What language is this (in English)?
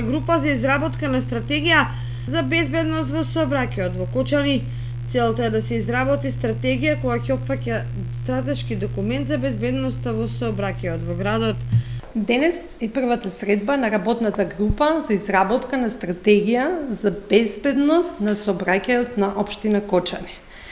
Macedonian